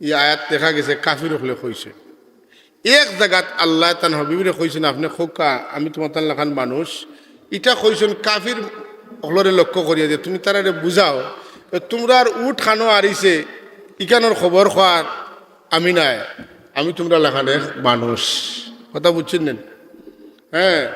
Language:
Sylheti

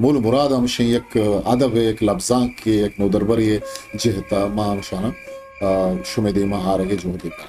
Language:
Eastern Balochi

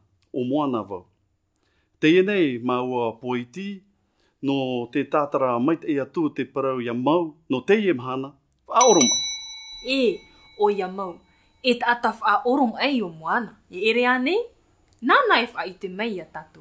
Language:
Tahitian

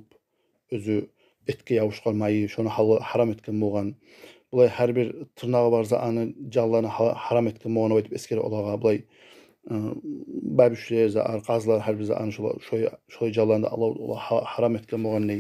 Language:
Kumyk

